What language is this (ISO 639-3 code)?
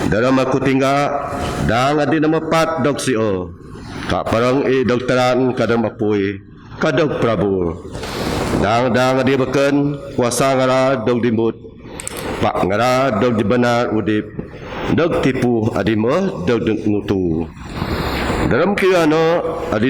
bth